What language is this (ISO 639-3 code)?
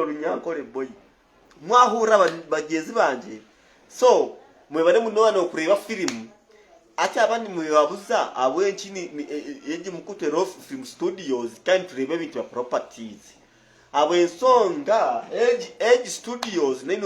lug